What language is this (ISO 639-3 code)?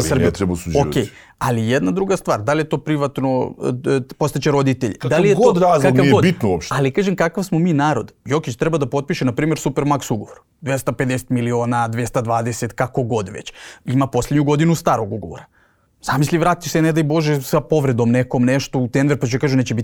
srp